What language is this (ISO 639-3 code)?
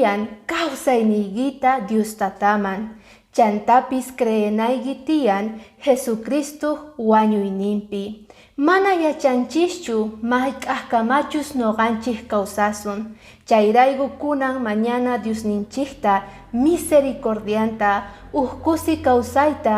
que